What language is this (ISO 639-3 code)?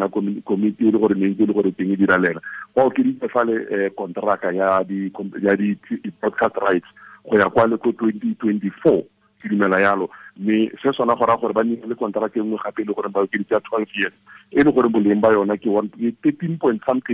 tsn